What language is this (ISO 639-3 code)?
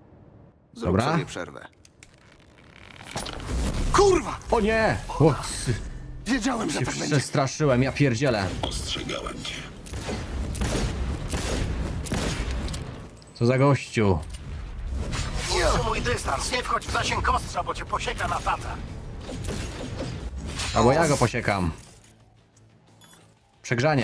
pol